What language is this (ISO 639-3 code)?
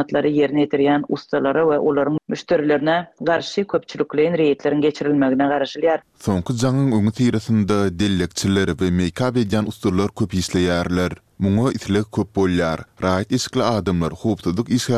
tuk